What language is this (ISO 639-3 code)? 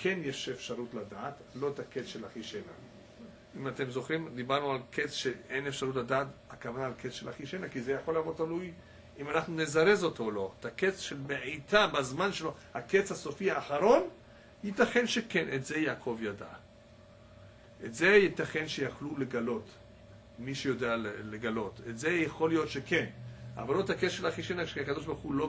heb